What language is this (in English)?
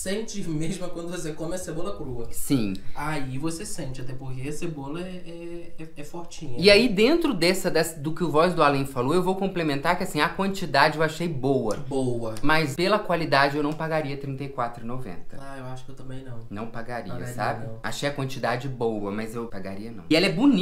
Portuguese